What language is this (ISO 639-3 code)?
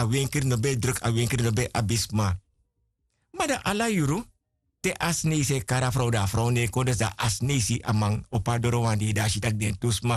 srn